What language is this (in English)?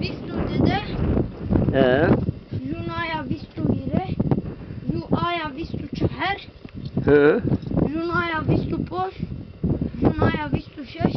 Zaza